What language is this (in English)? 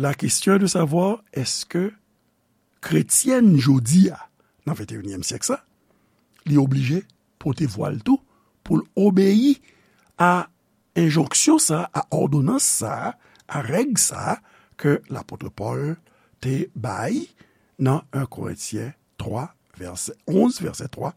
Haitian Creole